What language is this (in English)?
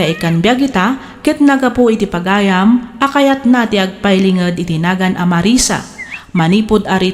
Iloko